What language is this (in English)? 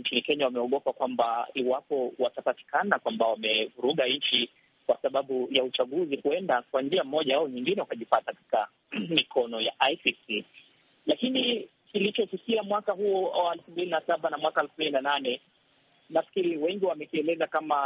Swahili